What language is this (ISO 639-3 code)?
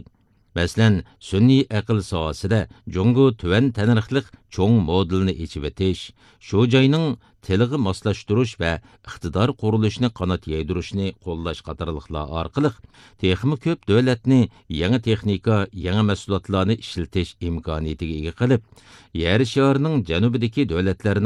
uig